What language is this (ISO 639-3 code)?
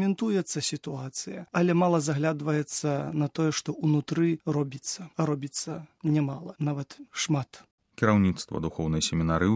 bel